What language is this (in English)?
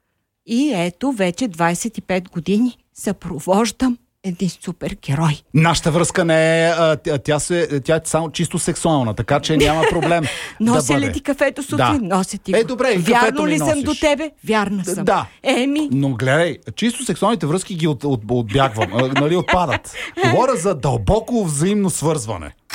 Bulgarian